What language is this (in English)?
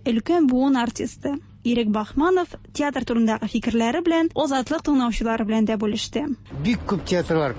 Tatar